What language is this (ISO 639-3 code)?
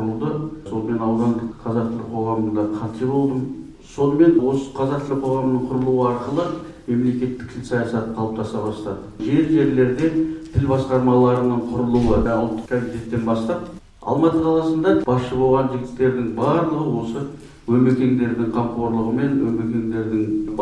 kaz